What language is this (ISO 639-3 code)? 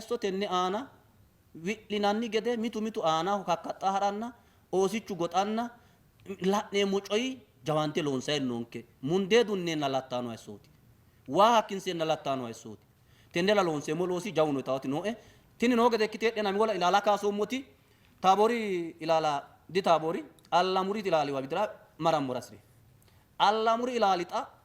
sid